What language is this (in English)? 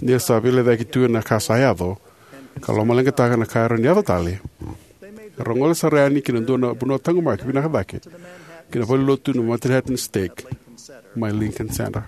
Fijian